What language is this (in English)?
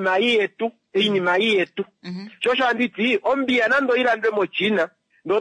Kuanyama